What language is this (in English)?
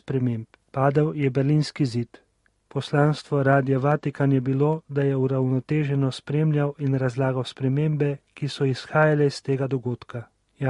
Slovenian